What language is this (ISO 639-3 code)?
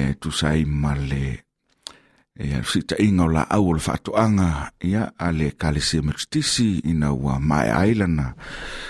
smo